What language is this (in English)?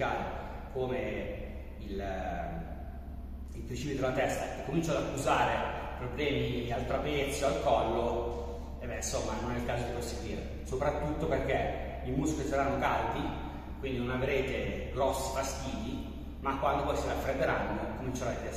Italian